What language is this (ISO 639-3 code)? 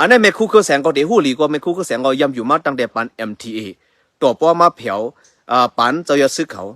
shn